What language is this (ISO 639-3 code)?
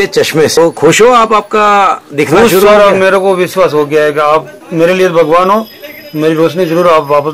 hin